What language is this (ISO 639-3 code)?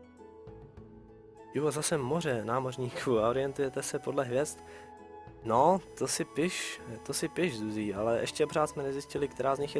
ces